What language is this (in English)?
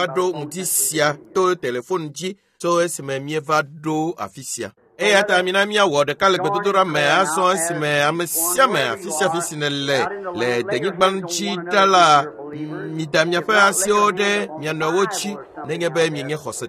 Ewe